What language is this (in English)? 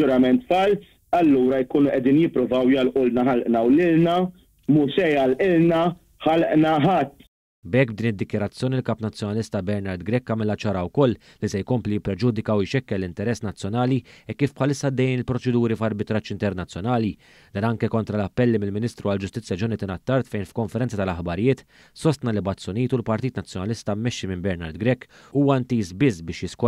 Maltese